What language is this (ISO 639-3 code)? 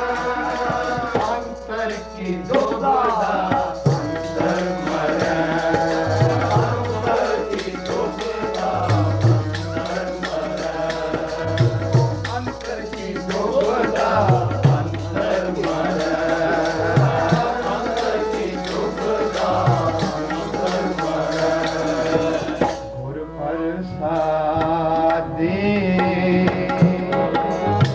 pan